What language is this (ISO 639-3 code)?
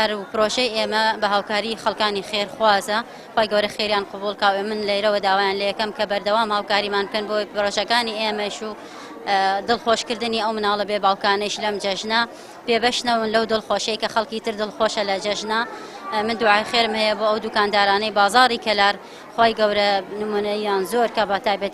ckb